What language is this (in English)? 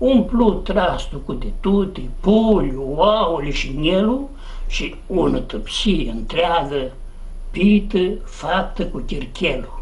Aromanian